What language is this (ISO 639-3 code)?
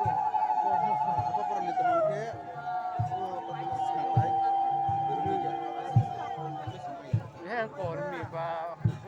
trp